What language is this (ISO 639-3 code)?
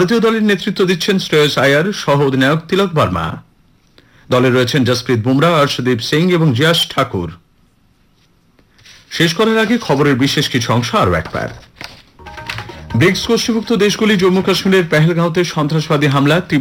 ben